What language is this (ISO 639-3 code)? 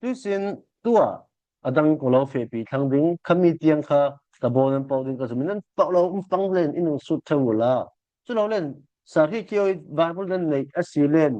cfm